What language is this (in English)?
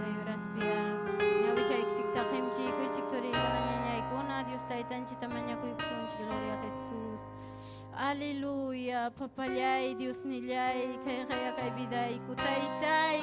Ayacucho Quechua